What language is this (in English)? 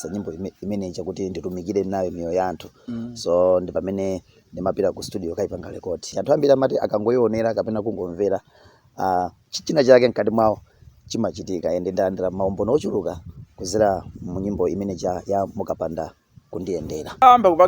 Nyanja